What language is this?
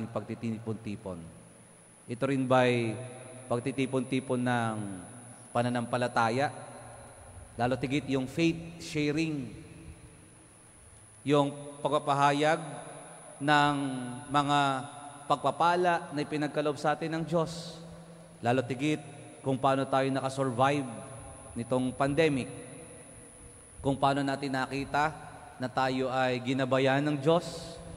Filipino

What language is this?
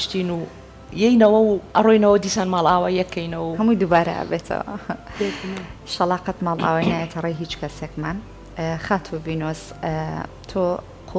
Central Kurdish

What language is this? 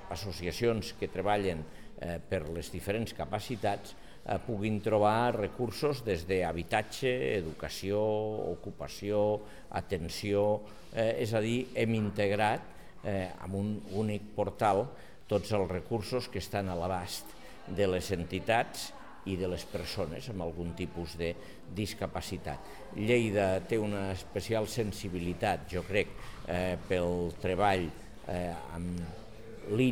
Catalan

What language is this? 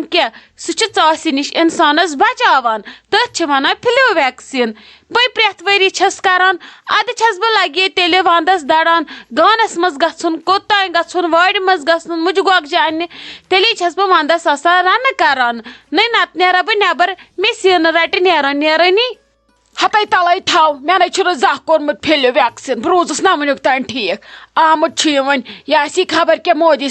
Kashmiri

